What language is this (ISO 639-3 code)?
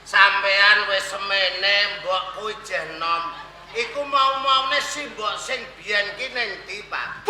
jav